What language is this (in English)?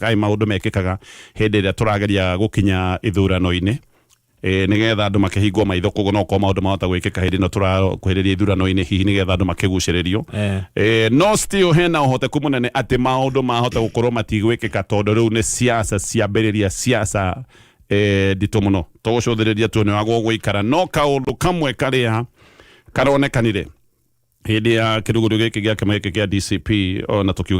Kikuyu